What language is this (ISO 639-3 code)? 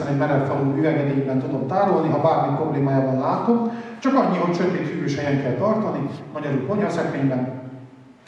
hun